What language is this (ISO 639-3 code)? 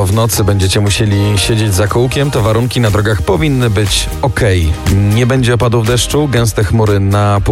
pol